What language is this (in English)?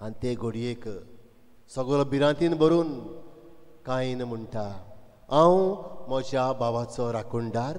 Konkani